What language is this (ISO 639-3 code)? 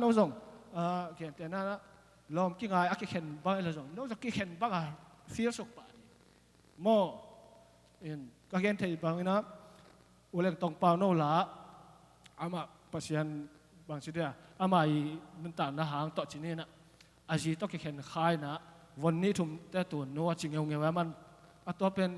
ctd